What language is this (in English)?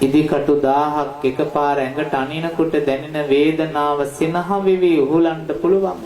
Sinhala